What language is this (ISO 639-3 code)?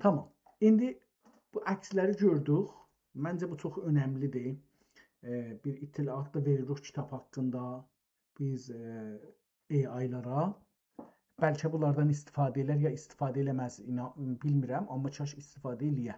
azb